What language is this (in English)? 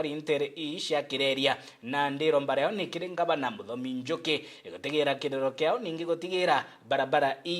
Meru